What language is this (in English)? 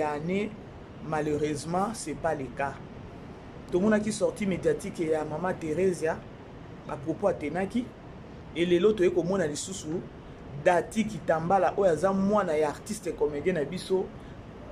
Lingala